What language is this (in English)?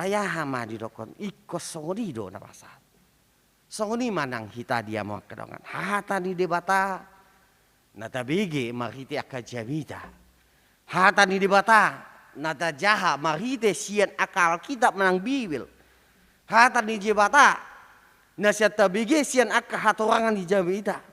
Batak Toba